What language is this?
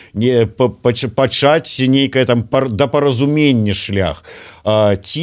Belarusian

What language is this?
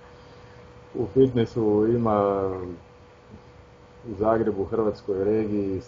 Croatian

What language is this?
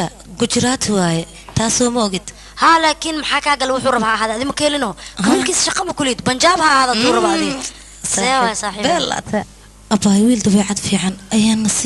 Somali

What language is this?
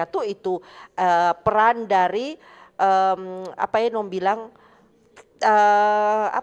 Manado Malay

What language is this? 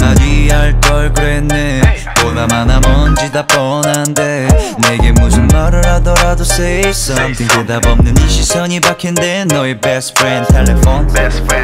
Korean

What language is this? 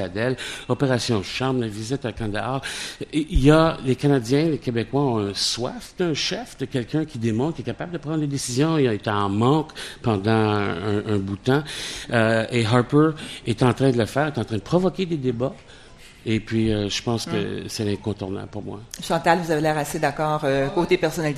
French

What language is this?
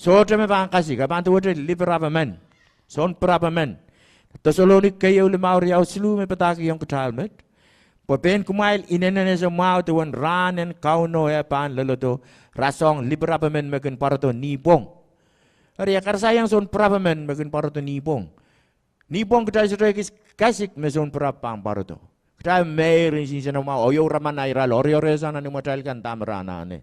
Pohnpeian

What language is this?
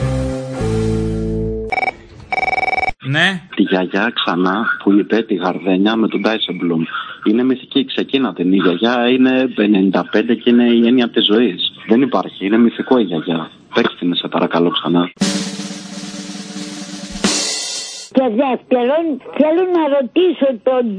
Greek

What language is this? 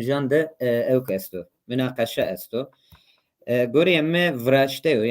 Zaza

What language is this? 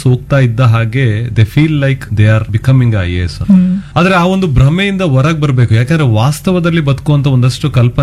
Kannada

